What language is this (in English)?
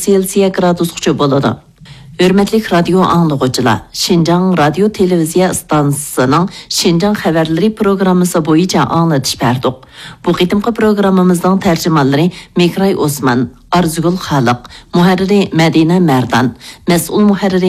Uyghur